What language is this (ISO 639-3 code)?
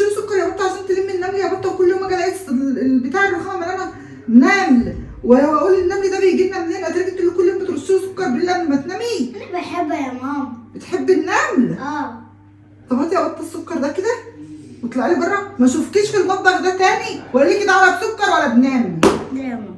arz